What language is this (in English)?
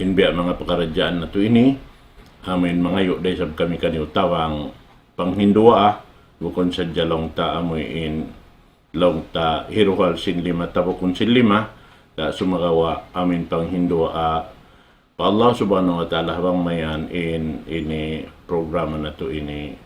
Tausug